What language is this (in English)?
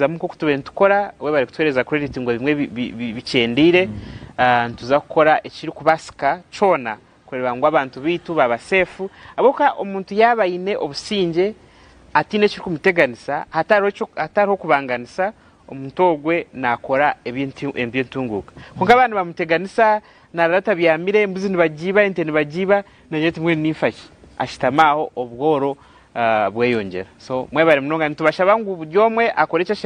Nyankole